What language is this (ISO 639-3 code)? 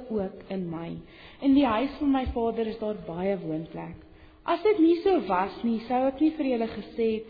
afr